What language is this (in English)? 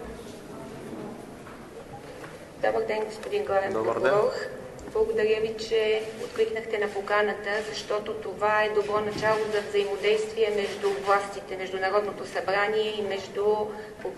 Bulgarian